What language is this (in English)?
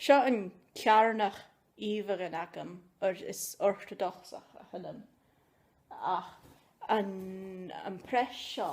Scottish Gaelic